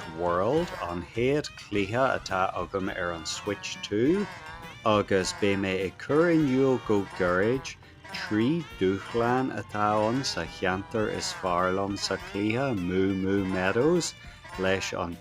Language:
Irish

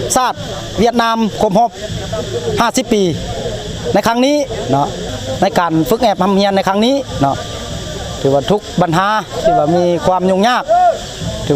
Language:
Lao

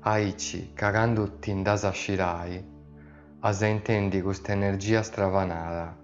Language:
Sardinian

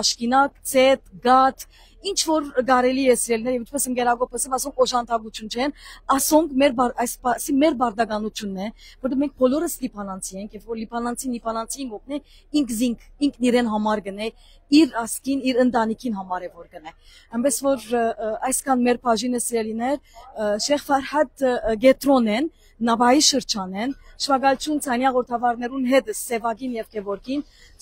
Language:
Western Armenian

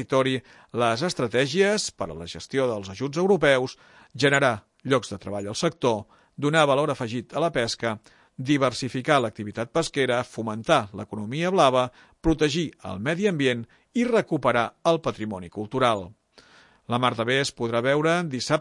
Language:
Catalan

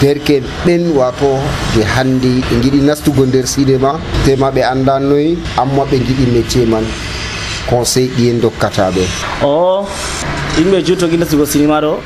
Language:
Nigerian Fulfulde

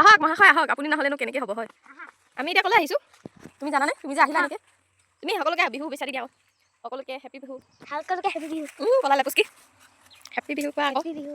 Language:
Assamese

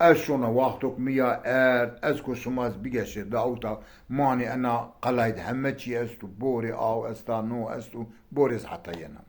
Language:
Zaza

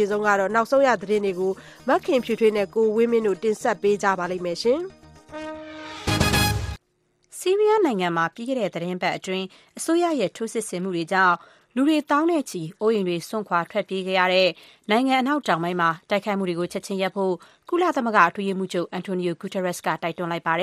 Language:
Burmese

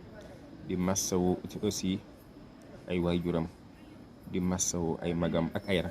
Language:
Wolof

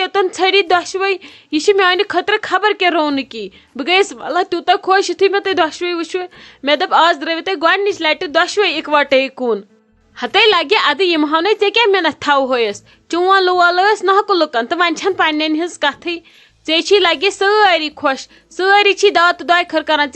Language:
Kashmiri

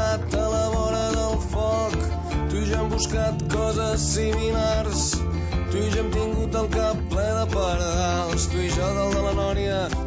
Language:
Catalan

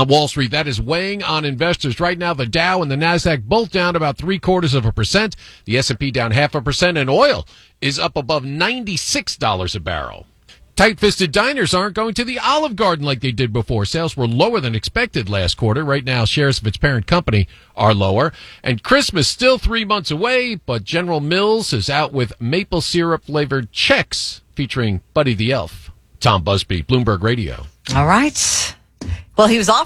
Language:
English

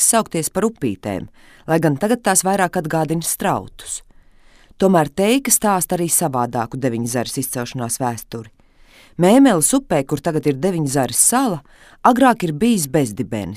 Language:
Latvian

